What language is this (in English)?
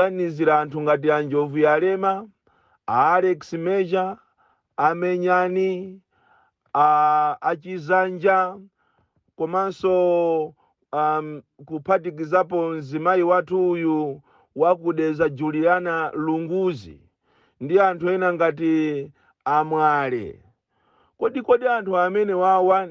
Nyanja